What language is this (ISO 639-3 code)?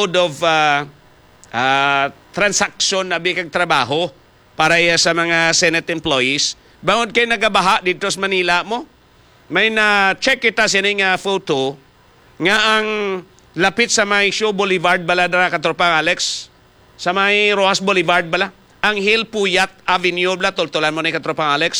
hil